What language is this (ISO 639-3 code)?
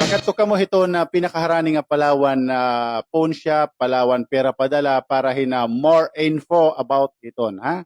war